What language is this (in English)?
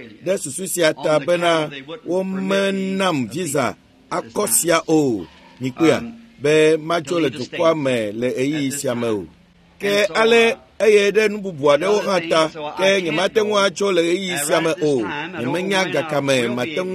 Ewe